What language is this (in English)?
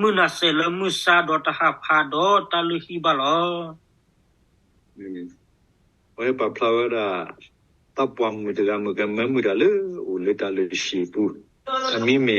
S'gaw Karen